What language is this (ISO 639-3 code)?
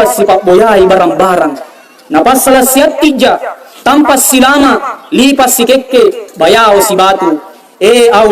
mak